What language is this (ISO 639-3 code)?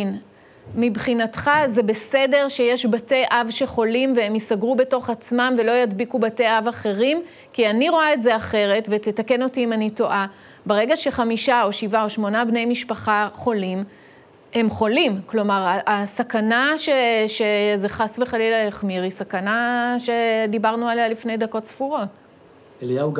heb